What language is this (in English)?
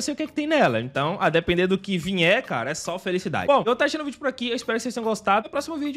Portuguese